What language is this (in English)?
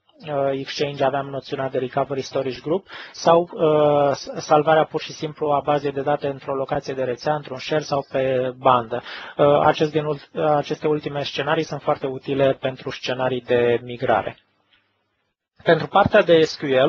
Romanian